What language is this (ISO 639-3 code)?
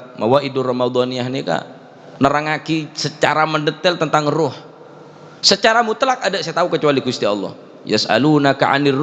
mad